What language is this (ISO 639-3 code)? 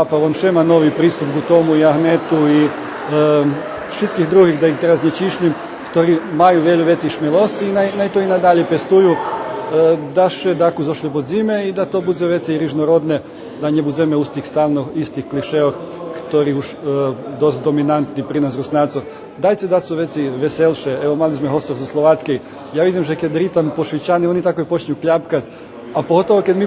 rue